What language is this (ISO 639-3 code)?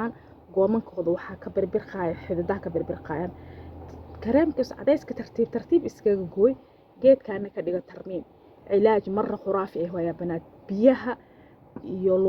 som